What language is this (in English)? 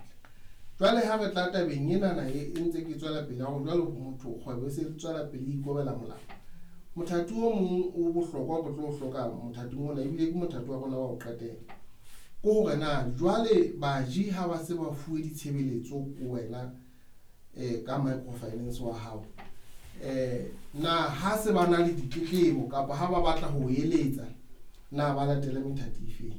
Southern Sotho